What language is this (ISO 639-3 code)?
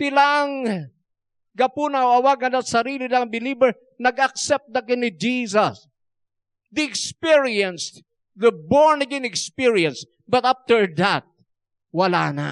ilo